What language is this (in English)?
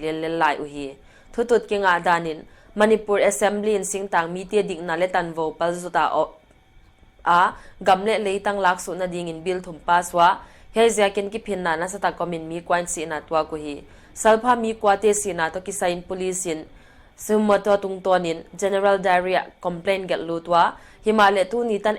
Paite Chin